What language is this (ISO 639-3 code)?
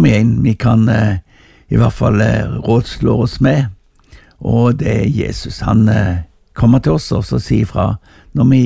nor